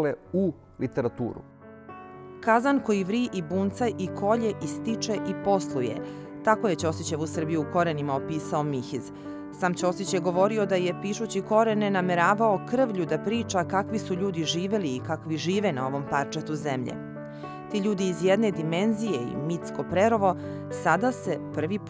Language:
Serbian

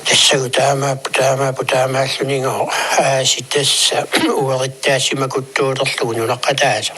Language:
Kalaallisut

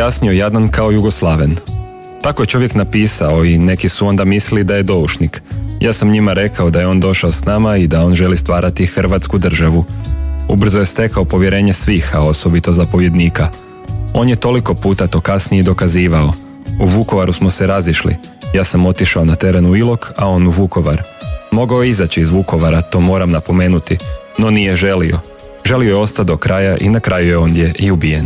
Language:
Croatian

